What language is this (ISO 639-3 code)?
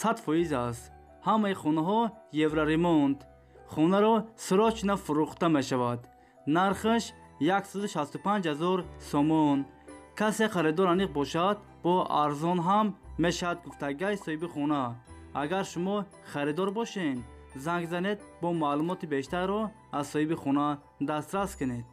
tgk